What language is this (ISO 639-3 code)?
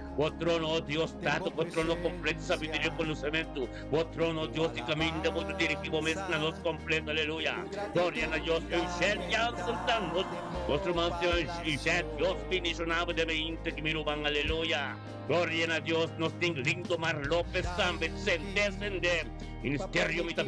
pap